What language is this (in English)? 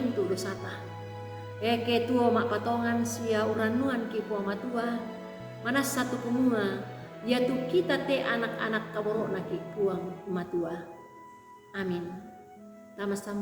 Toraja-Sa'dan